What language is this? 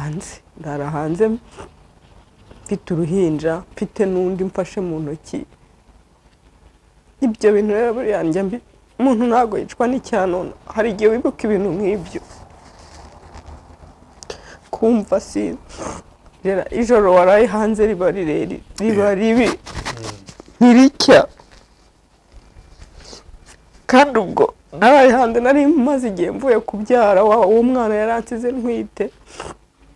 Kinyarwanda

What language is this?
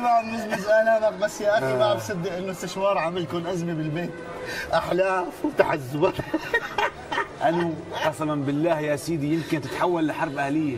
North Levantine Arabic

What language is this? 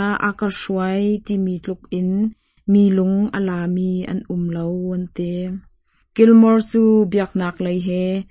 Hakha Chin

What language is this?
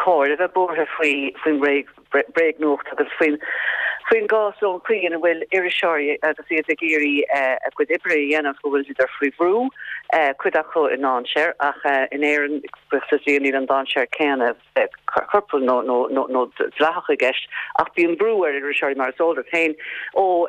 Irish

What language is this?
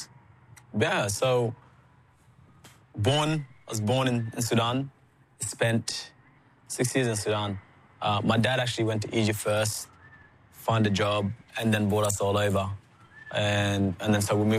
English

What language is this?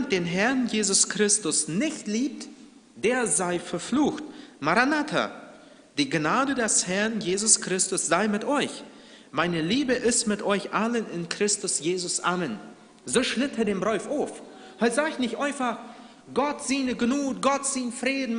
Plautdietsch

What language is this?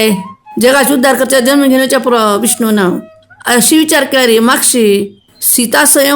Konkani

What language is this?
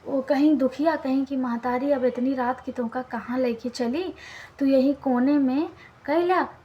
Awadhi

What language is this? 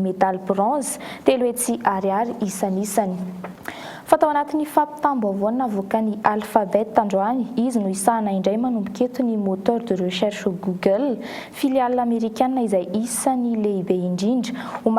Malagasy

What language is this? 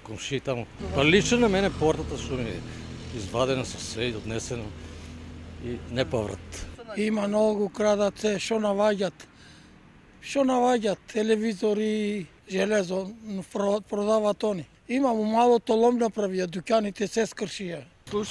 Macedonian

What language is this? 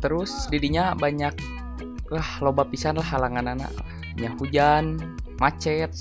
Sundanese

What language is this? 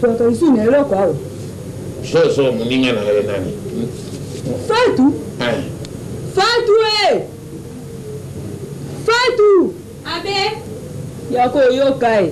Lingala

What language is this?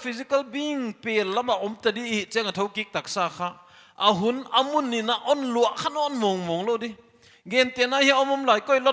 Paite Chin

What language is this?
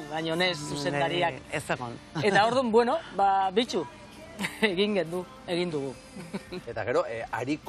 Basque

